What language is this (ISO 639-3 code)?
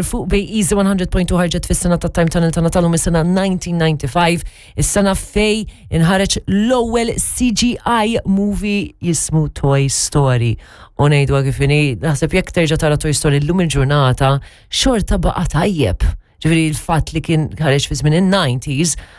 mlt